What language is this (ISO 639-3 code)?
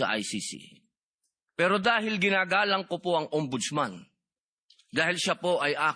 fil